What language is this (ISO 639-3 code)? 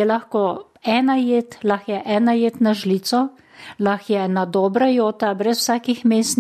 slv